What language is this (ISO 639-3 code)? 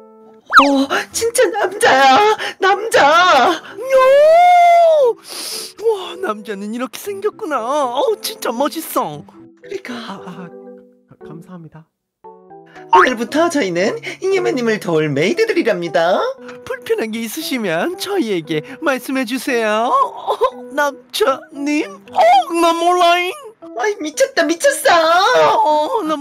kor